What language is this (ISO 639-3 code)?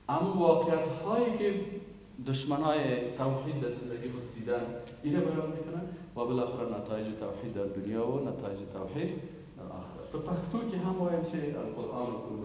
fas